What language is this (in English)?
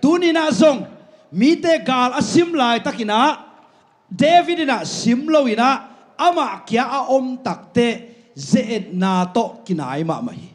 Tedim Chin